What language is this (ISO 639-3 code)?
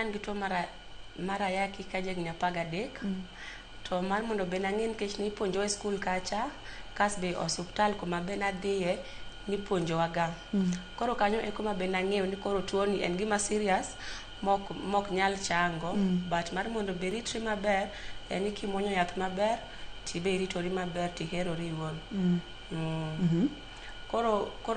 luo